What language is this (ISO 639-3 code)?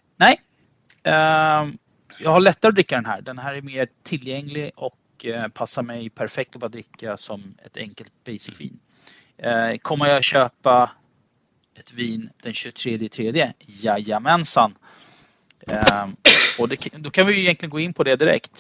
swe